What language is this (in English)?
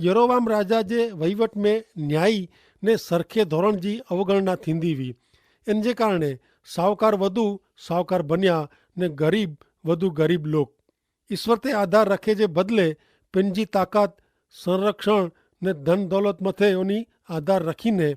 Kachhi